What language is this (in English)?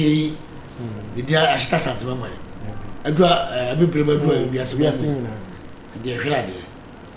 Akan